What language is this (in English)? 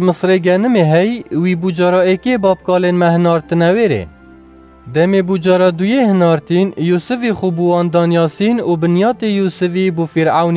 Kurdish